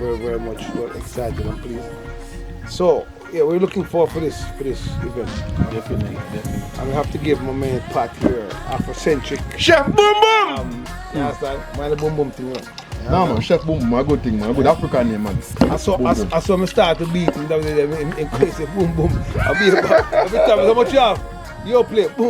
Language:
Jamaican Creole English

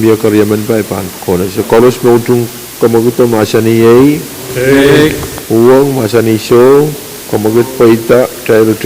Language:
Pohnpeian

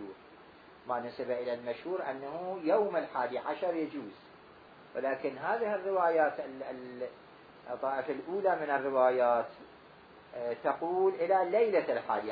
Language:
Mesopotamian Arabic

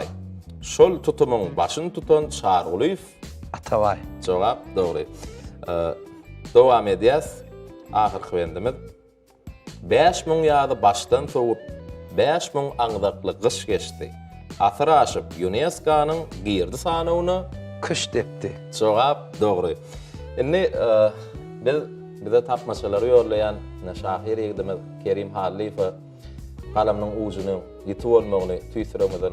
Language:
Turkmen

